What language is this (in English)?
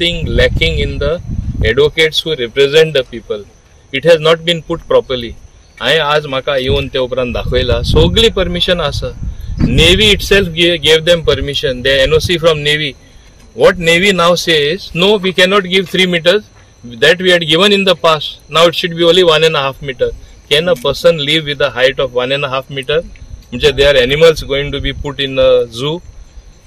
Konkani